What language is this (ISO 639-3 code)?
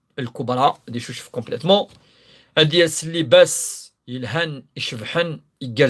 kab